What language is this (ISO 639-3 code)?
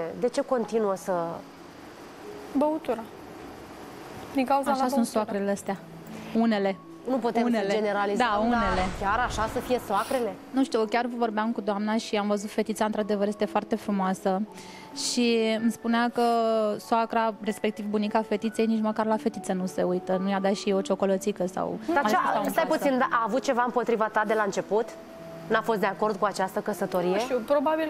ron